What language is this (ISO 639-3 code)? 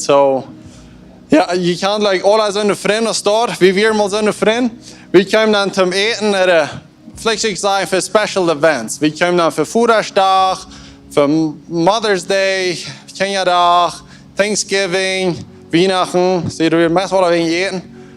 pdt